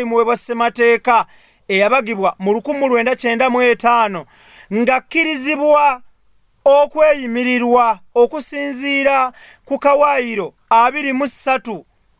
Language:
Ganda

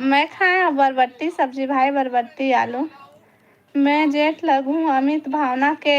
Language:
Chhattisgarhi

